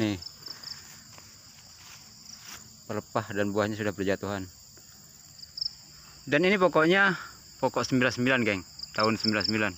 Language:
Malay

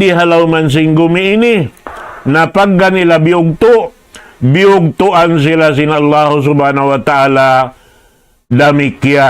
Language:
Tausug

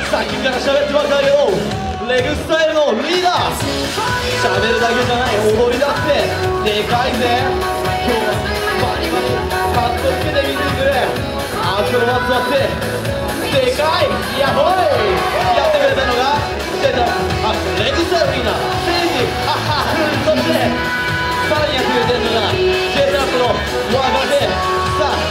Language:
Japanese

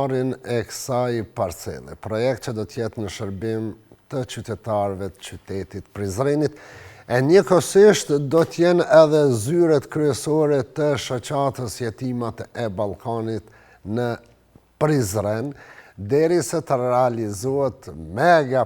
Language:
Albanian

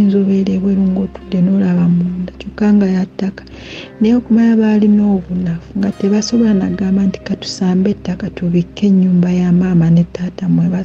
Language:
Ganda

